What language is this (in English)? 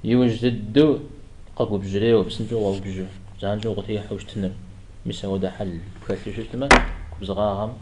Kabardian